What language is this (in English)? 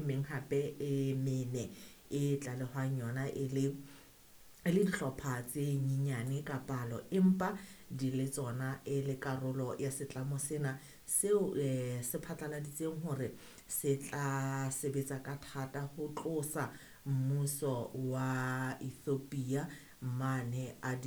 Southern Sotho